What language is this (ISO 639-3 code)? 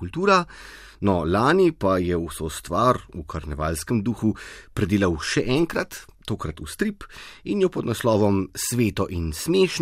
slv